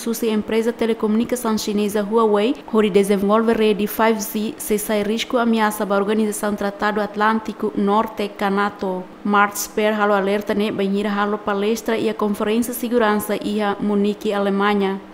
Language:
Tetum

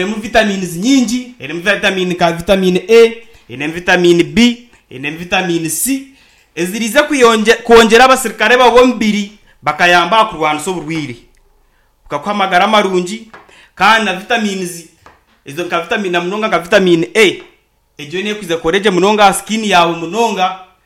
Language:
Nyankole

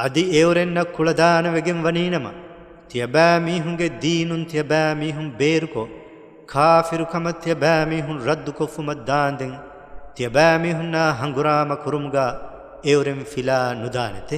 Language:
Divehi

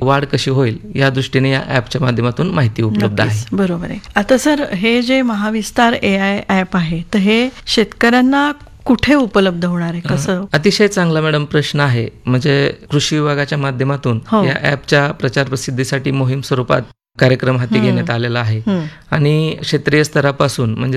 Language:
Marathi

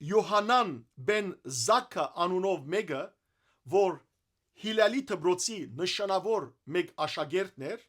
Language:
Western Armenian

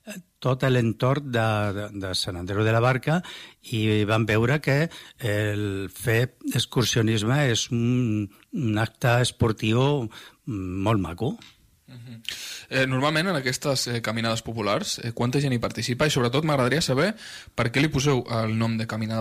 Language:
Catalan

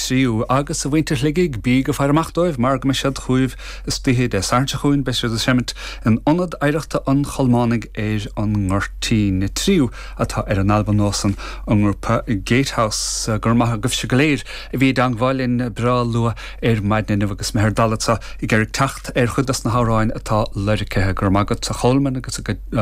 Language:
Irish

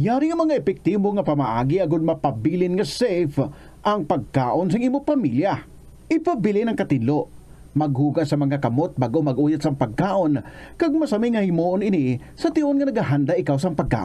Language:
Hiligaynon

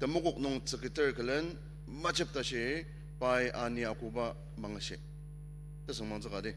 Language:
Ao Naga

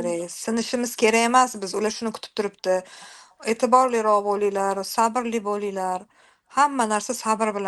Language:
Uzbek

